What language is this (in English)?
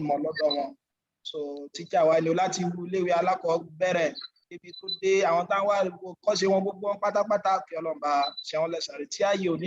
Yoruba